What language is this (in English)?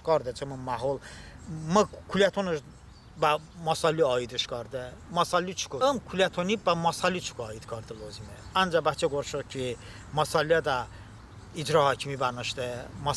Talysh